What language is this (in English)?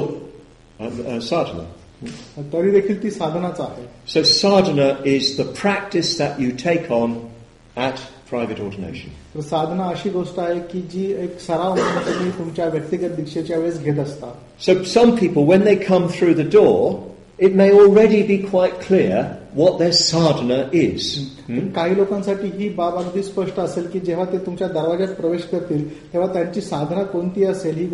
Marathi